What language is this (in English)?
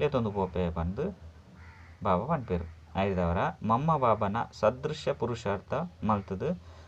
Tulu